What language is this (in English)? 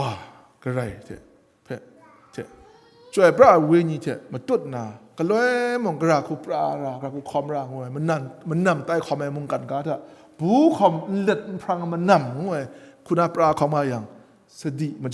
Kachin